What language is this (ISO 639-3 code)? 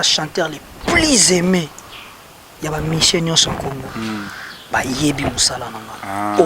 lin